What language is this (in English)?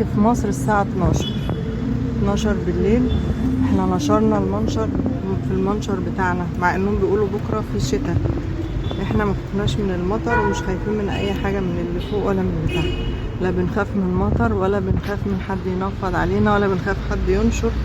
Egyptian Arabic